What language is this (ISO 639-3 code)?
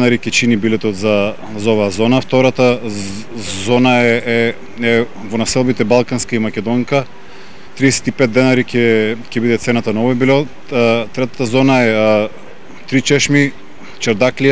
mkd